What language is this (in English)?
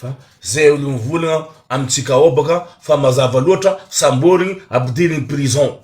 Malagasy